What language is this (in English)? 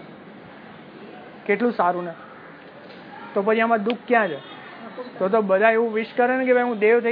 Gujarati